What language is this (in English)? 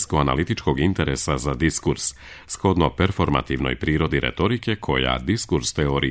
Serbian